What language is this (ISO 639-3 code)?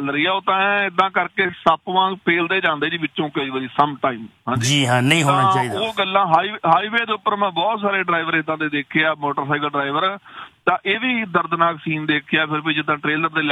pan